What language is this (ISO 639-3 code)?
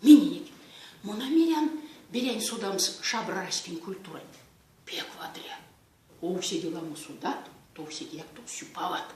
myv